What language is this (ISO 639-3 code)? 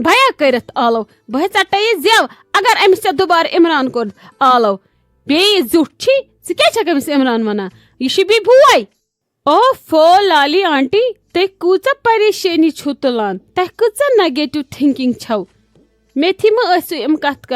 kas